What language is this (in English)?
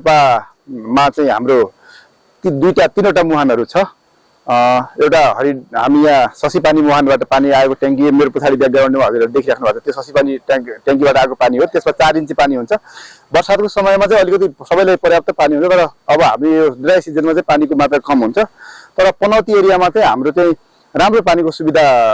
Nepali